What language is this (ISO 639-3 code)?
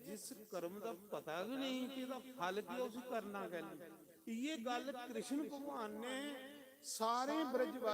doi